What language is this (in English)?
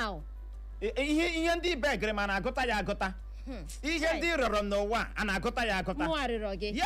Igbo